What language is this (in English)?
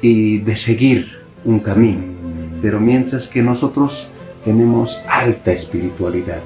Aymara